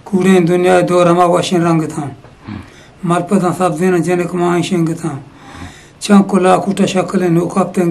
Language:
Eastern Balochi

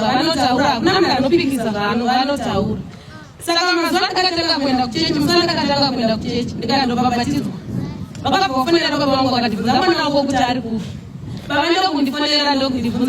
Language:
Shona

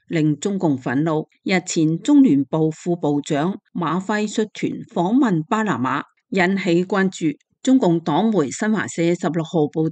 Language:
Cantonese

